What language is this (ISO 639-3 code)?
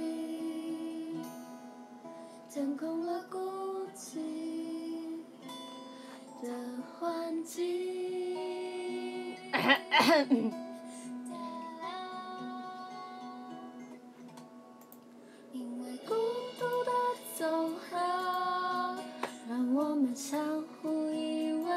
zho